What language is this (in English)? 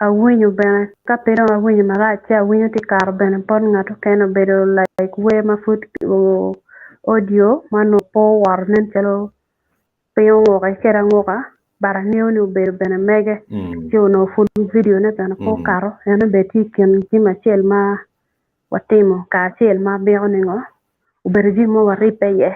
Acoli